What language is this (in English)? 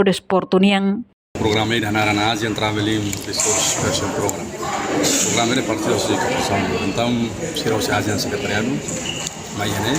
Tetum